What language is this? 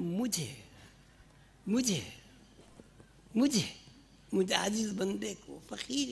Urdu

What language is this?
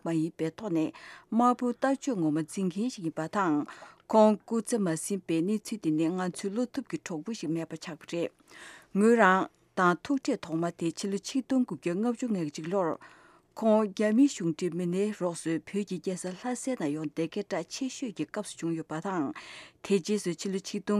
Tibetan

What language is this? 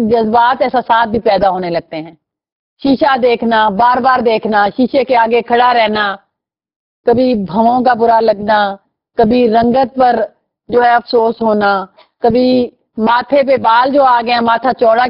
Urdu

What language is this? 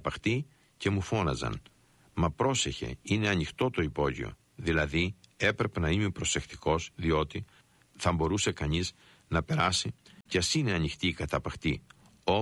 Greek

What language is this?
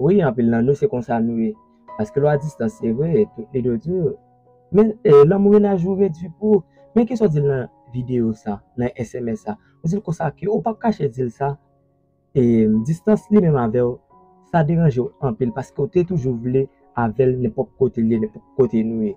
Haitian Creole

